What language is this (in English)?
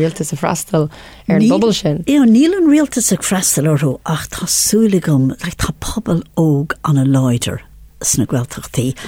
Irish